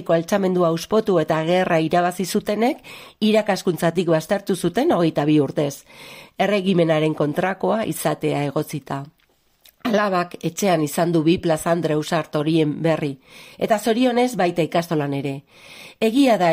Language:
Basque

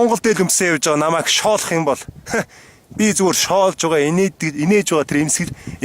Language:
Mongolian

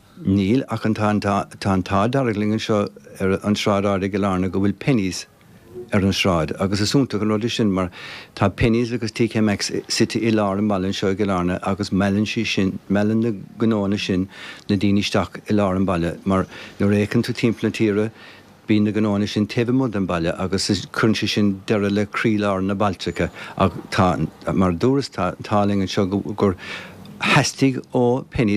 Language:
Irish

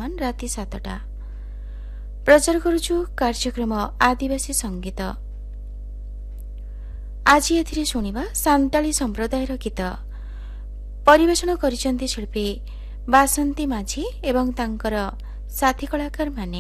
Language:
Odia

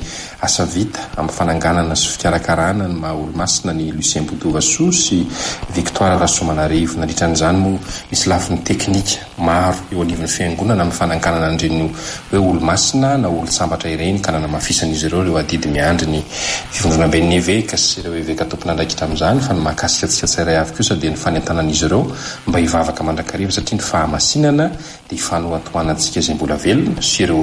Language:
Malagasy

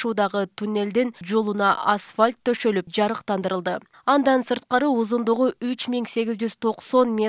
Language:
Kyrgyz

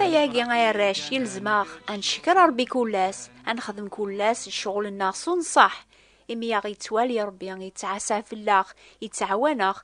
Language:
Kabyle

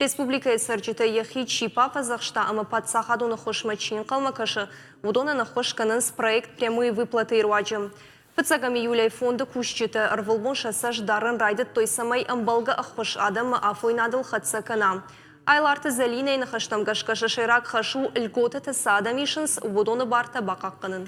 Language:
Ossetic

